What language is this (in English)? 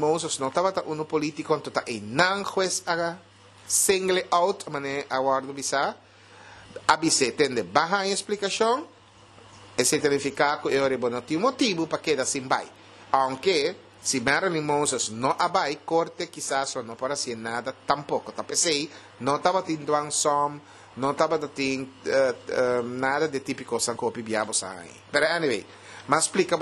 Papiamento